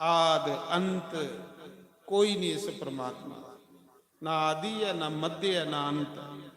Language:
Dogri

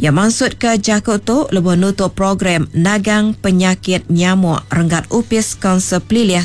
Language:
Iban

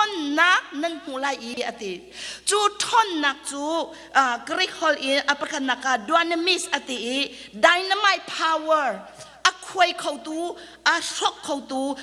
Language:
Hakha Chin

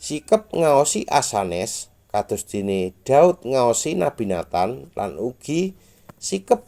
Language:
Javanese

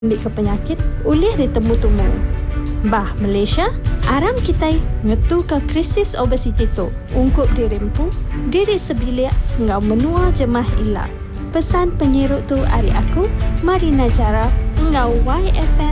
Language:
Iban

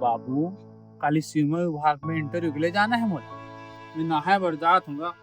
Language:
Chhattisgarhi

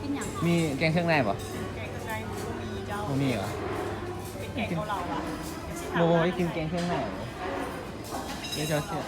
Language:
Lao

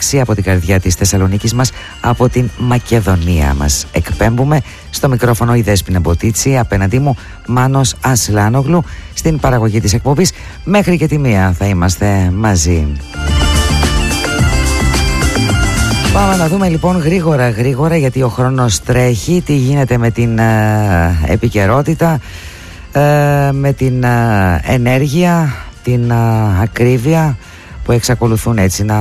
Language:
Greek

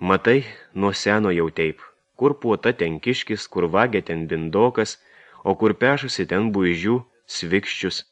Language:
Lithuanian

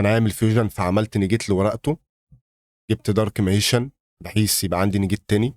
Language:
Egyptian Arabic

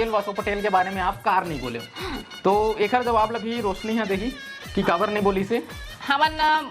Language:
Chhattisgarhi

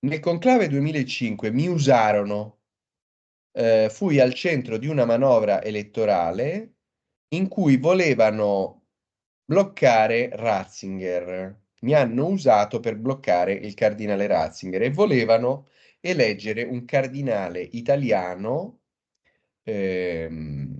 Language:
Italian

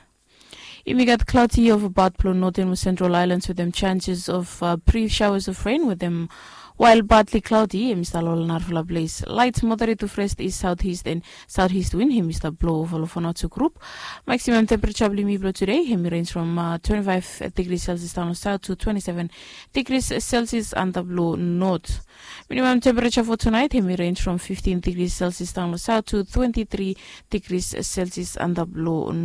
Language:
Bislama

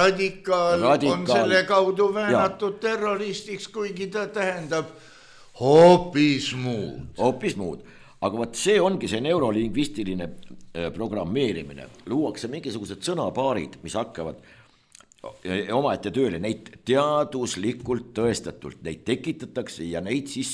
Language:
Estonian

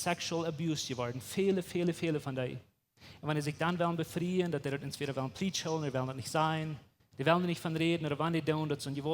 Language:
Plautdietsch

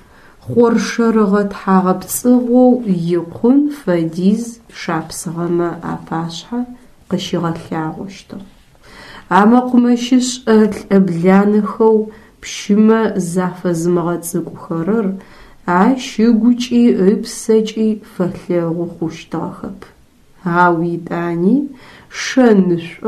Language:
Adyghe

